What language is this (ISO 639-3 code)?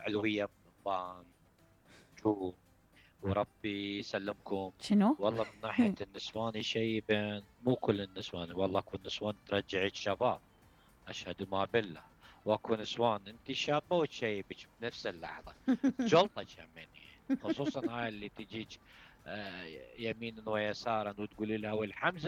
acm